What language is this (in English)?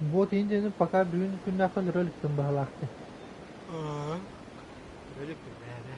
Yakut